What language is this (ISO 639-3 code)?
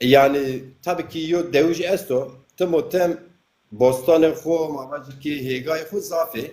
zza